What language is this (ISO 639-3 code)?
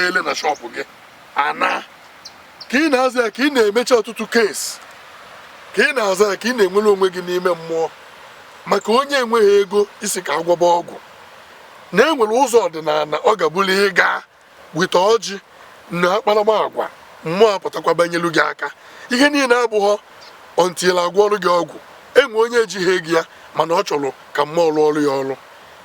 ibo